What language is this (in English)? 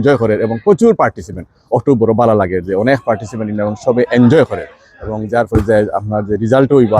Sylheti